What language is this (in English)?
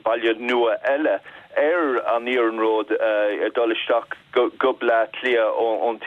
Irish